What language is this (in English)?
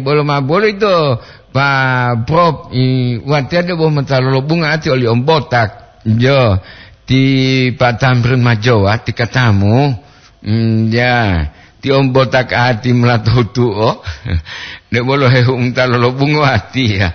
Gorontalo